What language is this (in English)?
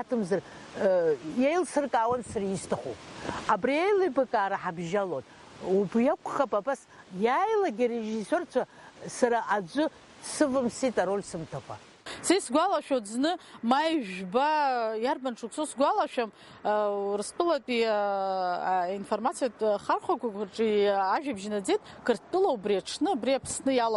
Abkhazian